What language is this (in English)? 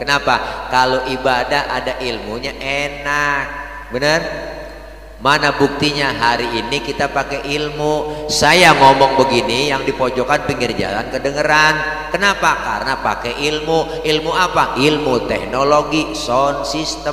Betawi